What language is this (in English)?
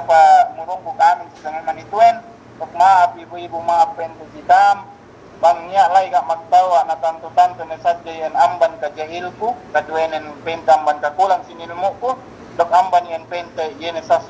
Yakan